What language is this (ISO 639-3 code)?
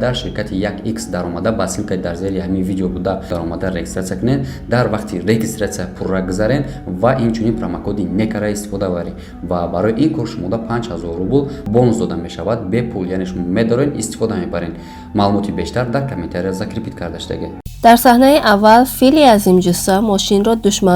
tgk